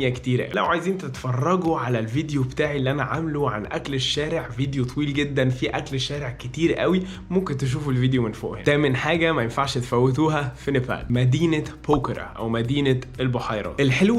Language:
Egyptian Arabic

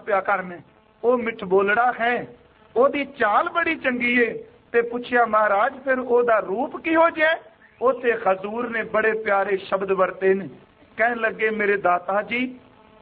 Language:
Punjabi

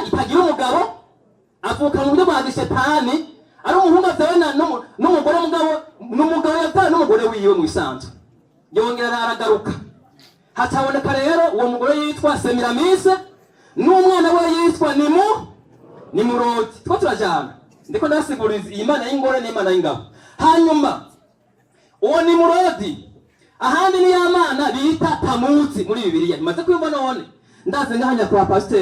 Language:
Rundi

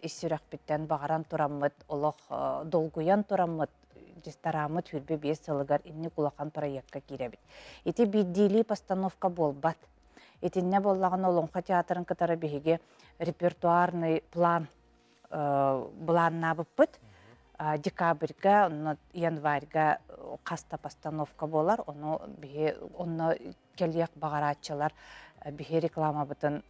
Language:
Yakut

